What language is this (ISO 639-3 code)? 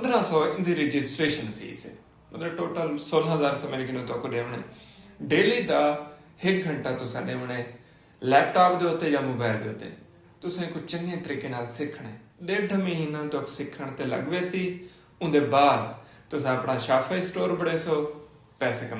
skr